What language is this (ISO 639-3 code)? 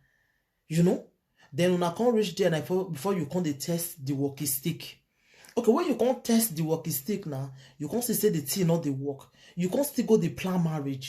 pcm